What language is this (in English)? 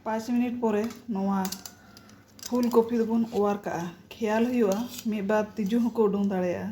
Santali